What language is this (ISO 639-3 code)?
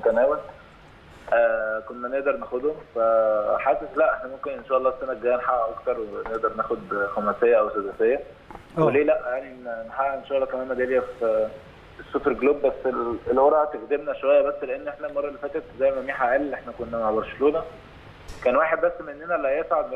arz